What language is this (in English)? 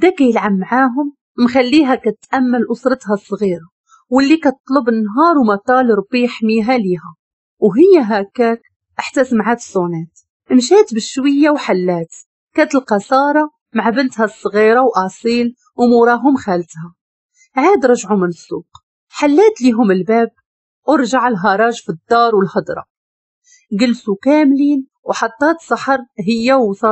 Moroccan Arabic